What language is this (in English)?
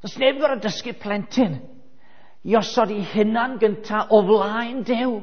Welsh